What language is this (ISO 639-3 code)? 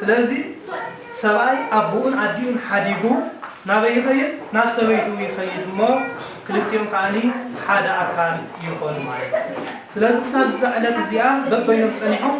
tir